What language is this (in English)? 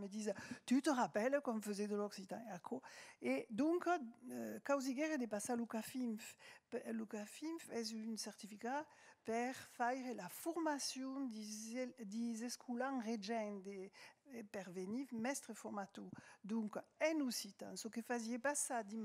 Occitan